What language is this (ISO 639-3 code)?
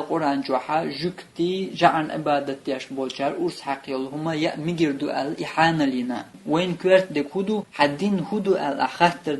che